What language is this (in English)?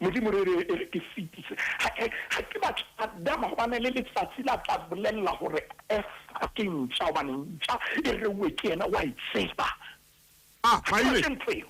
Southern Sotho